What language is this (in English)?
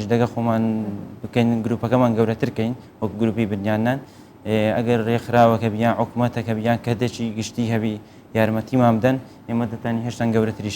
Central Kurdish